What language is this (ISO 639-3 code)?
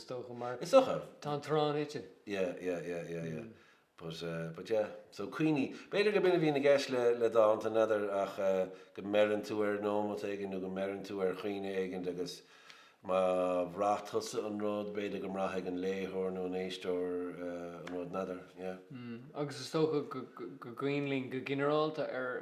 gle